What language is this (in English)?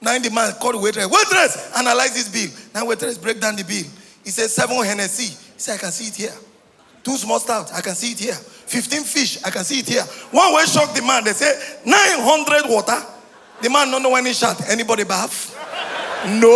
Nigerian Pidgin